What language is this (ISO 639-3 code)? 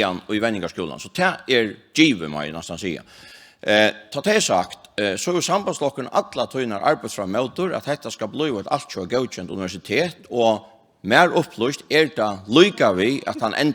fao